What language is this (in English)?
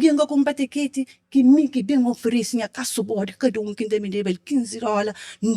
Kabuverdianu